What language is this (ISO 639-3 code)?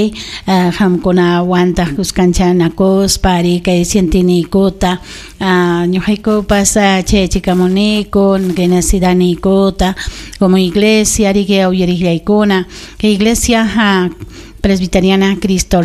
quy